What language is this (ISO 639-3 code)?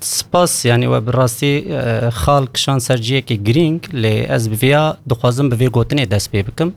kur